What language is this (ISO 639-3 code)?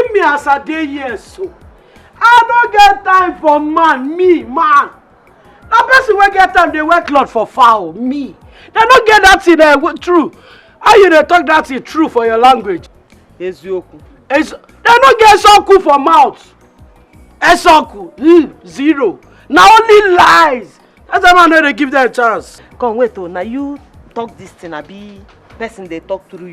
pcm